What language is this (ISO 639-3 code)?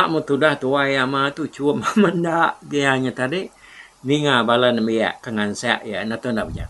iba